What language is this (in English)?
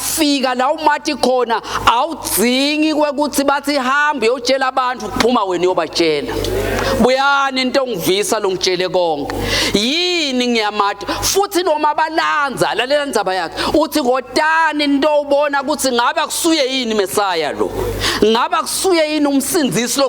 Swati